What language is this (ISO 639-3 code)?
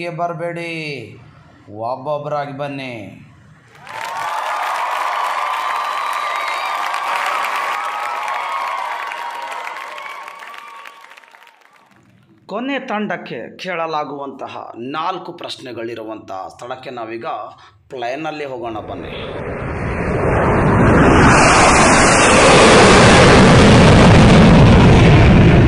kan